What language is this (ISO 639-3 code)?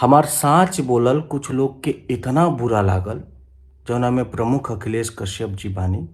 bho